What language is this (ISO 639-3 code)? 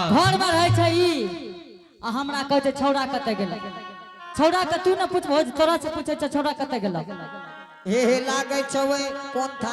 anp